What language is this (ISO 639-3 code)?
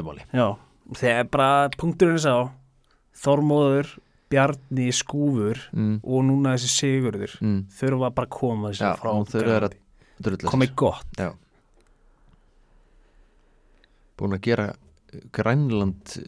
isl